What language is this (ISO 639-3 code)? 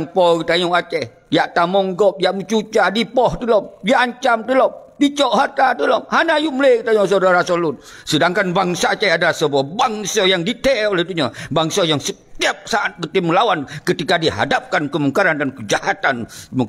ace